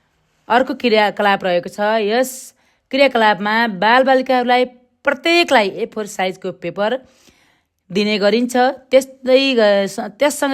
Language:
Nepali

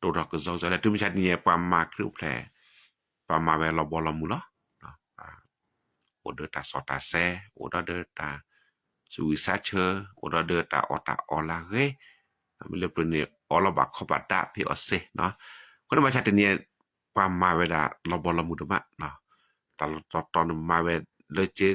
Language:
S'gaw Karen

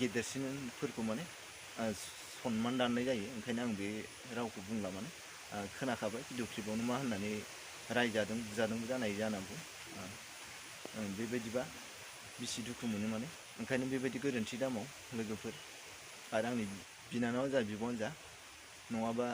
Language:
Bodo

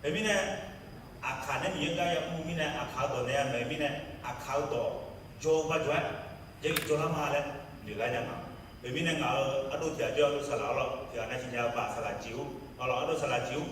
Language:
Akha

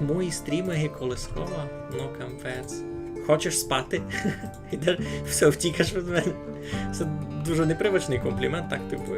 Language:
Rusyn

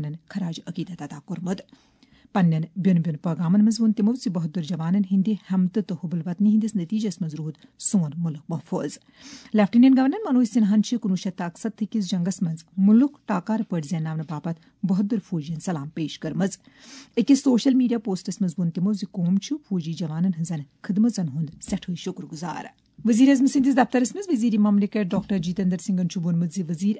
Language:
Kashmiri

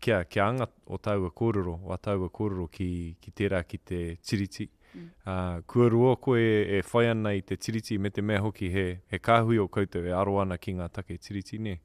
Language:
Māori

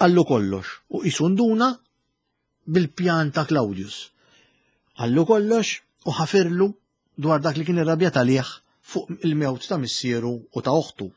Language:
Maltese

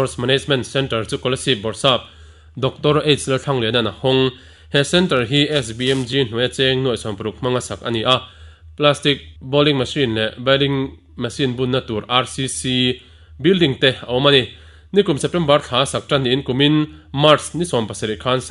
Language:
Mizo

